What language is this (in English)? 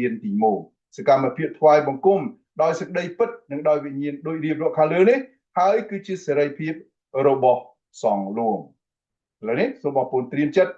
Khmer